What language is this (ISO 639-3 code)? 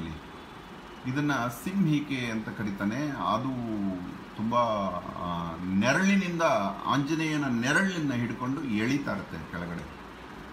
kan